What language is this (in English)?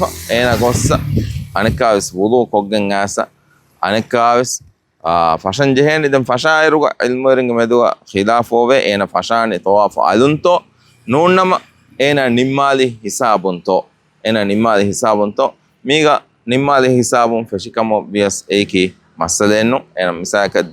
Divehi